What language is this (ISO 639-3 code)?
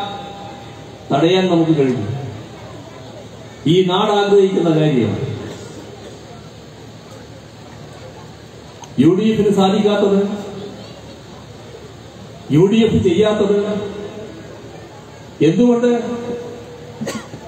mal